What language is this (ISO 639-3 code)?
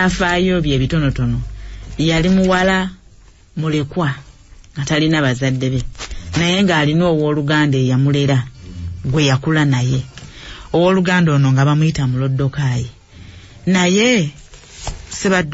lug